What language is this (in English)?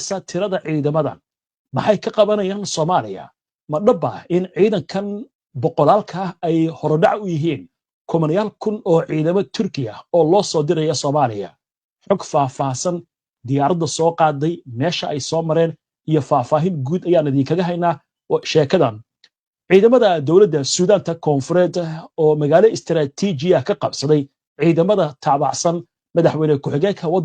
Somali